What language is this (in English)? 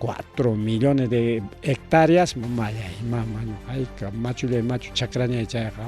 Ayacucho Quechua